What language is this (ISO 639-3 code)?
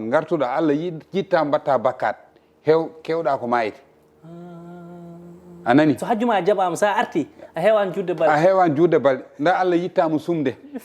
ful